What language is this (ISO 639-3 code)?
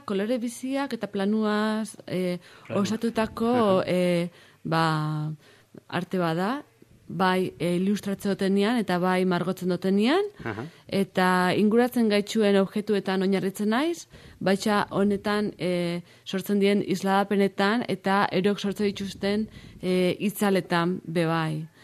eus